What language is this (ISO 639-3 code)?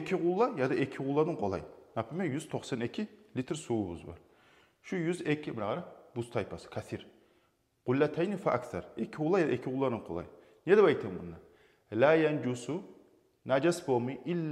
kum